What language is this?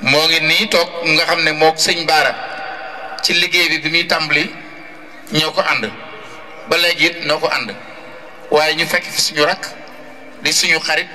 Wolof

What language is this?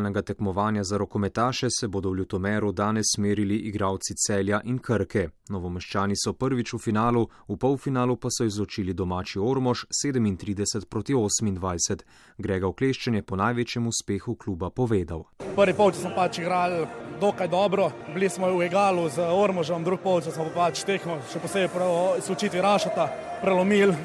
Slovenian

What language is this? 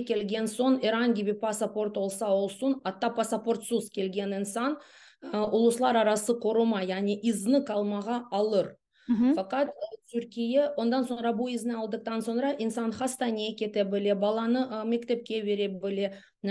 Crimean Tatar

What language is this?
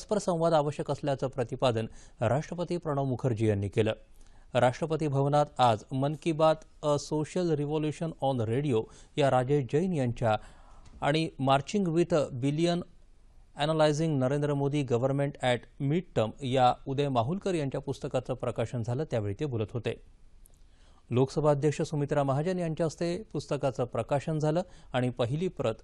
Marathi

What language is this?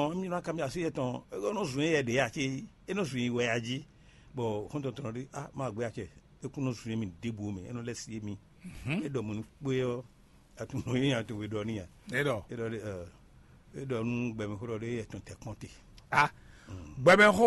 Fon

